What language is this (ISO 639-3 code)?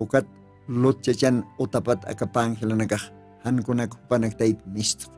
aym